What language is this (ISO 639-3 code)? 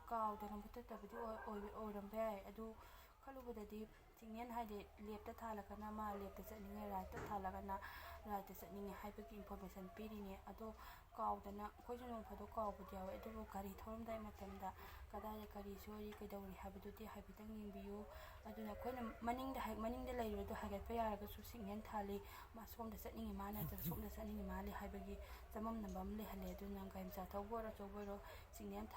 mni